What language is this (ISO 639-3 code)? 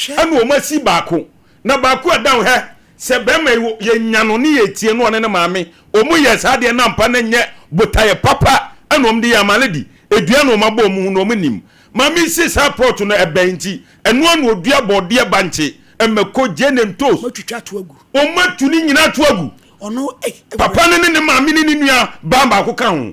aka